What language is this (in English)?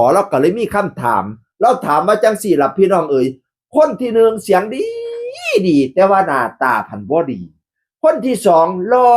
Northeastern Thai